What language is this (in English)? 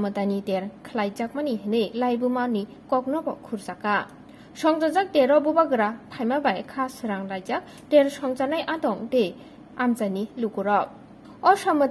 Kok Borok